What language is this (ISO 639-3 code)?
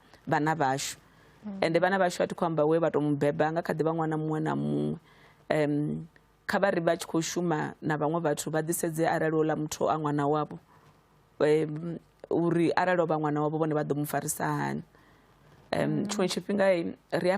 ven